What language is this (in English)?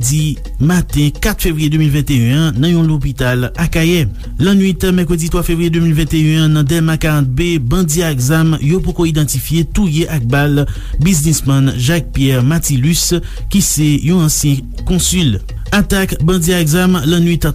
Haitian Creole